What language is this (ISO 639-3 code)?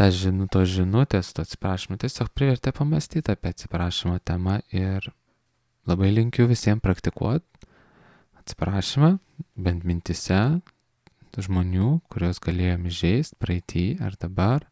lit